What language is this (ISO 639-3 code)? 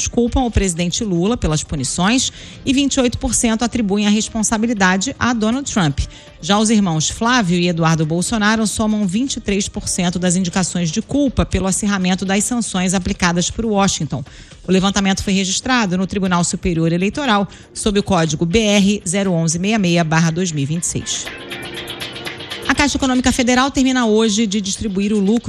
por